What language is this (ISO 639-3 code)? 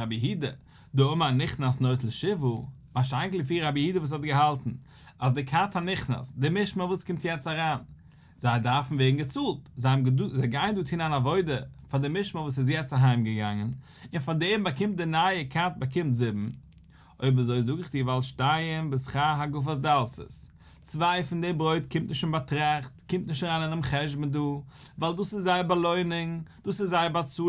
yid